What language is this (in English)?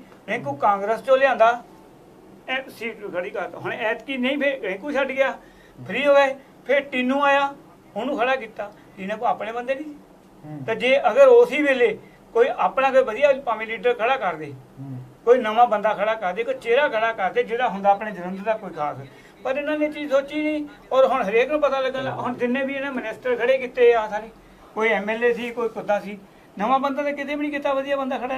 Punjabi